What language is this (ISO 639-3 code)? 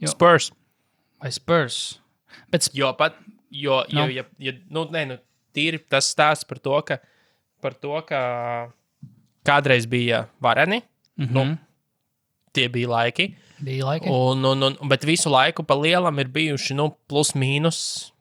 lav